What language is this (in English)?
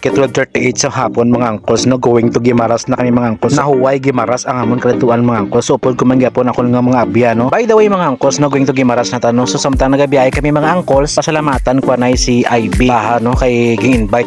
Hiligaynon